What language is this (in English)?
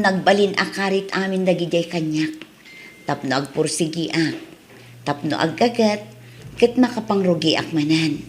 Iloko